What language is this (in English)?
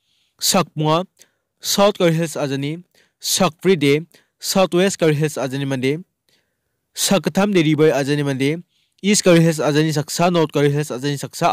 Garo